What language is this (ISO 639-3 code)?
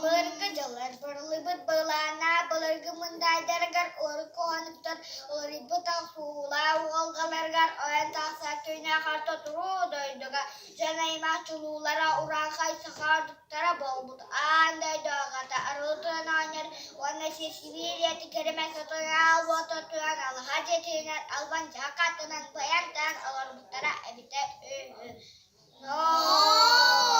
sah